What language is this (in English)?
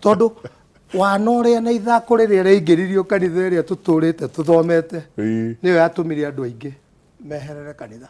Kikuyu